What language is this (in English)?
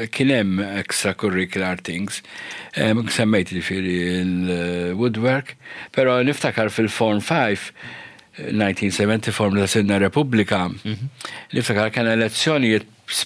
Maltese